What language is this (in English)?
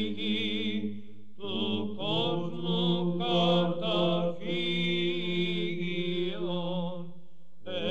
Greek